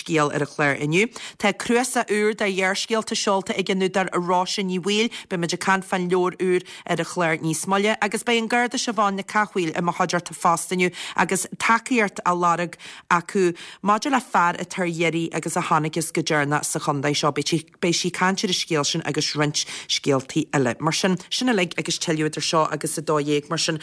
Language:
Irish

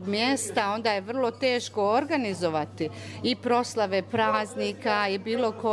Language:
Bosnian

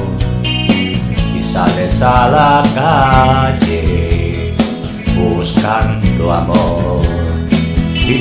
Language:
Spanish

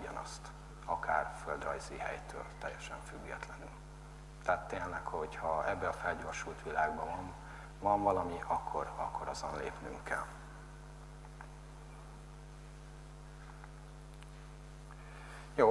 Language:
Hungarian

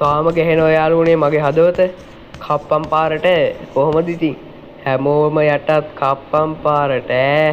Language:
Sinhala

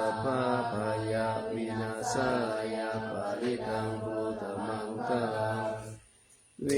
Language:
Pali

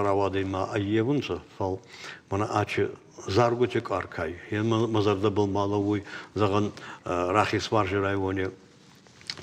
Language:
Ossetic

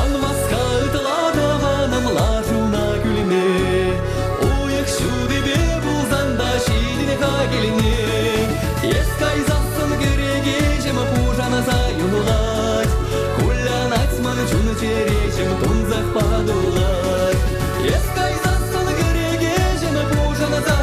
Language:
Chuvash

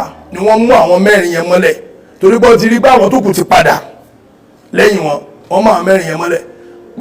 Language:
Yoruba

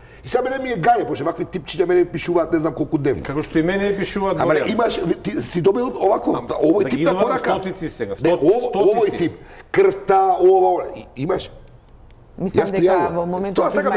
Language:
Macedonian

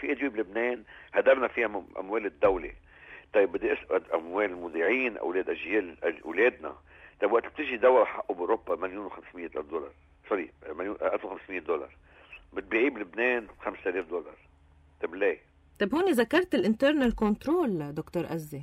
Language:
North Levantine Arabic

